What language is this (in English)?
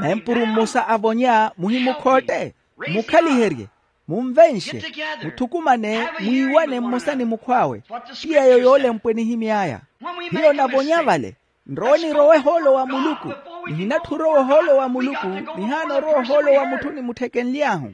Makhuwa